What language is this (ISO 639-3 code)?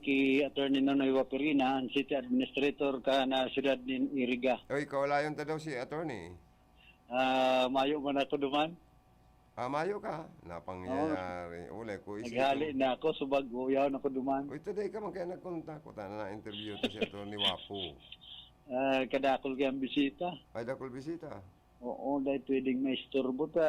bik